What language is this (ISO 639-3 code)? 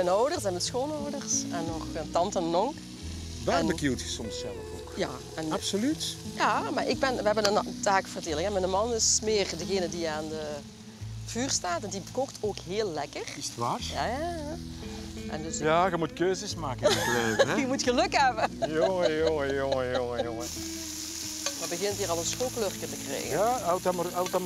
nld